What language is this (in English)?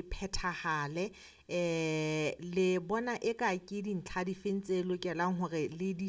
Southern Sotho